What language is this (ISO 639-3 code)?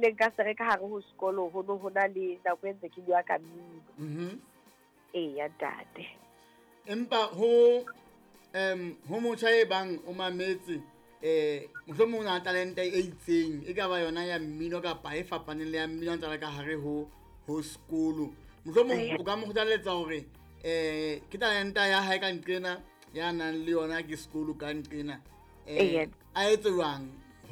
sot